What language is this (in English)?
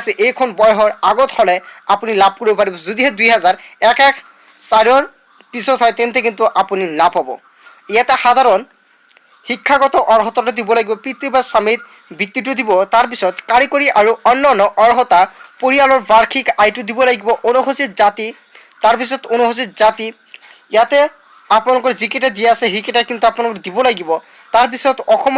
Assamese